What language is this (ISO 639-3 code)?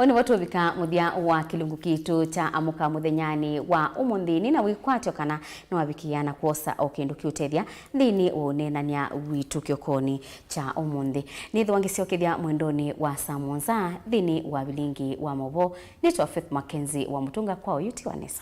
kam